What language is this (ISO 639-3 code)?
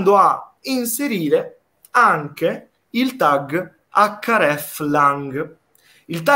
ita